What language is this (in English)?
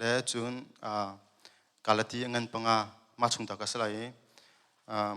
Hakha Chin